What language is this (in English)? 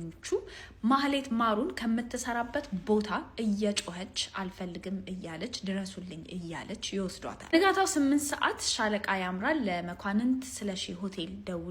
Amharic